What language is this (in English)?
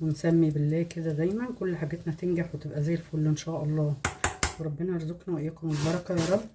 Egyptian Arabic